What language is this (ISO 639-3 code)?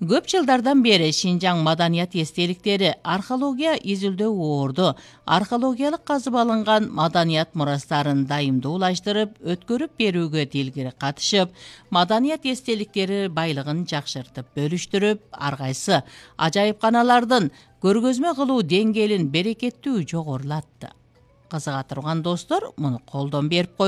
kir